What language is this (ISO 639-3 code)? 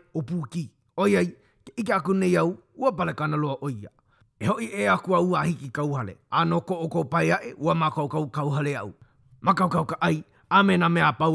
haw